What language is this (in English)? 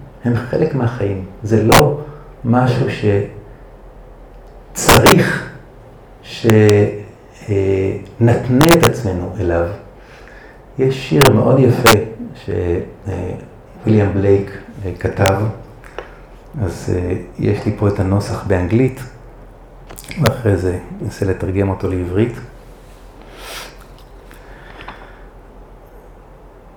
Hebrew